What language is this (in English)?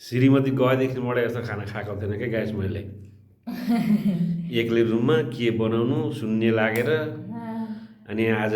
Nepali